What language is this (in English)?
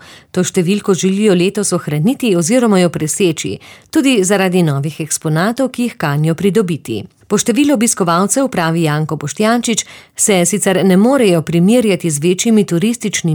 Slovenian